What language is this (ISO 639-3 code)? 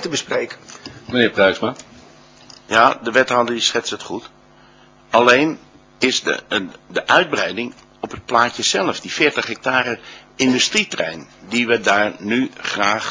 nld